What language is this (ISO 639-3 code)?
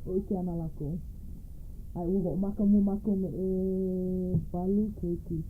haw